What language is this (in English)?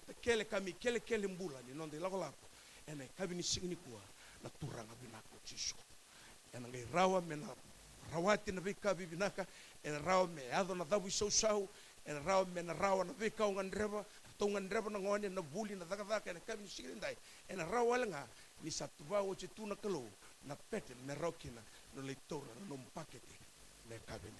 Fijian